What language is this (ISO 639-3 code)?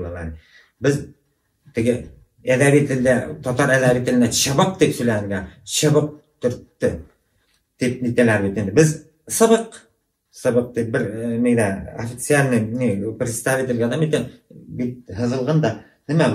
bak